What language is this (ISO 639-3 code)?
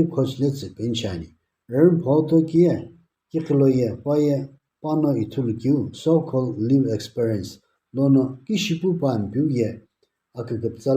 nsm